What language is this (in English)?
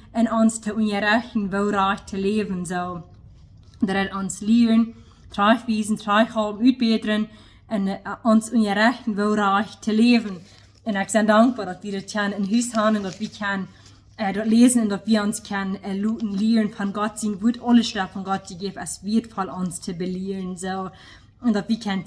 Plautdietsch